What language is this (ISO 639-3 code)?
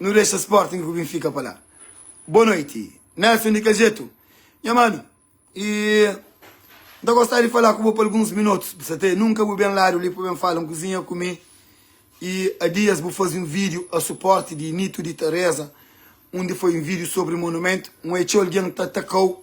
kea